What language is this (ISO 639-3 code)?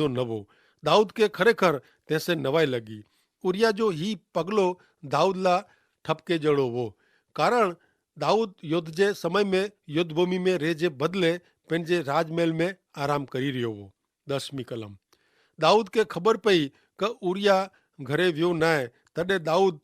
kfr